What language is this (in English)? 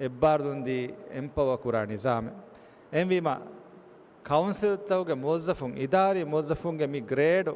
Divehi